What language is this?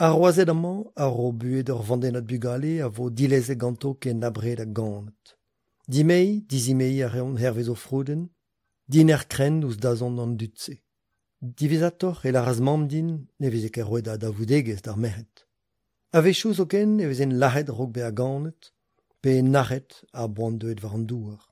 Breton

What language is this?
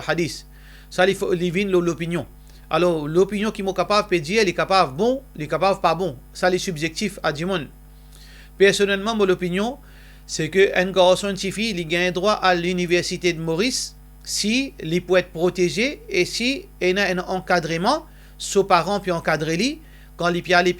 Morisyen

